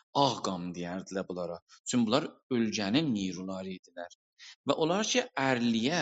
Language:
South Azerbaijani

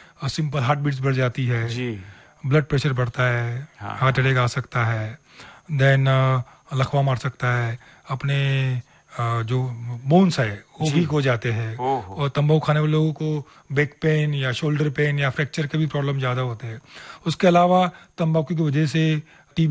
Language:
Hindi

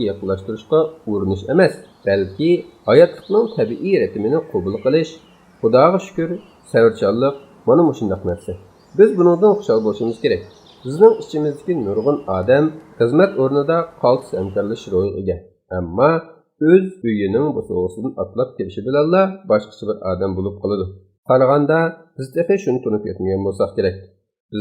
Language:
Uyghur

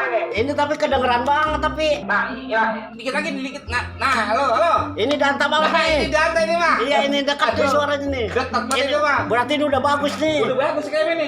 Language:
Betawi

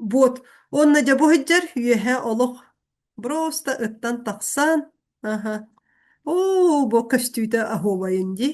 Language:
Yakut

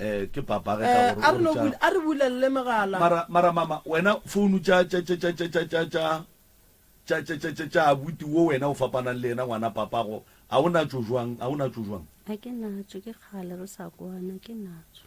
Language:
Northern Sotho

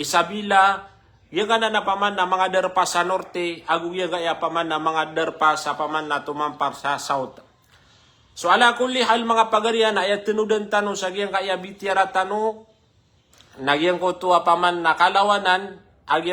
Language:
Maranao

